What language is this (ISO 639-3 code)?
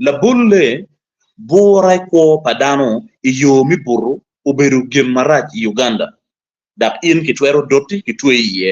ach